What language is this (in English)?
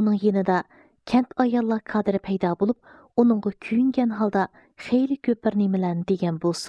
Uyghur